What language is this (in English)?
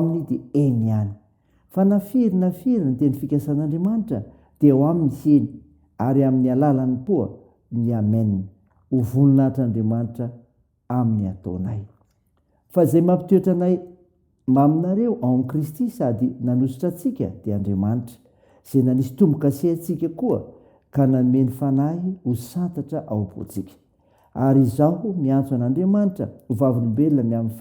Malagasy